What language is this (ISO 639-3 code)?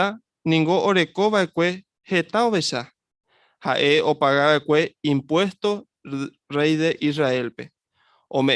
grn